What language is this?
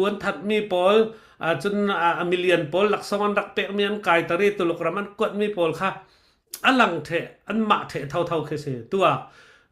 Falam Chin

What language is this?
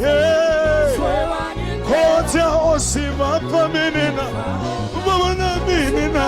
Venda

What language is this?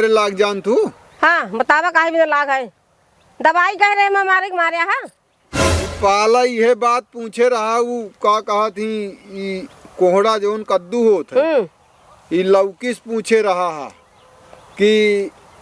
Awadhi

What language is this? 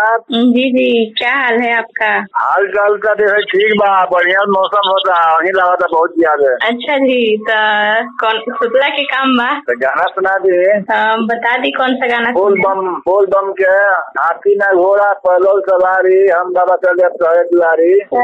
Bhojpuri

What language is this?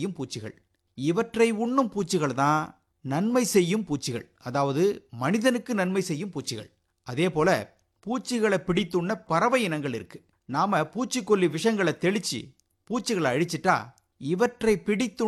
Tamil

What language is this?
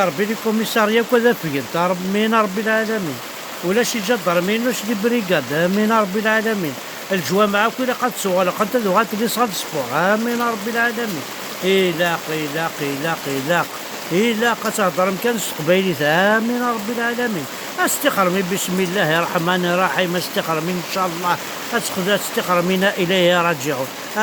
Kabyle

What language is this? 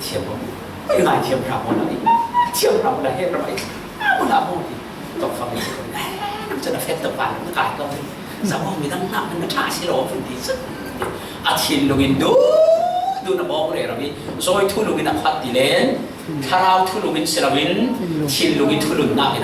Falam Chin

